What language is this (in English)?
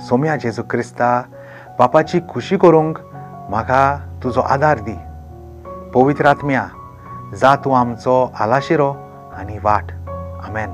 Konkani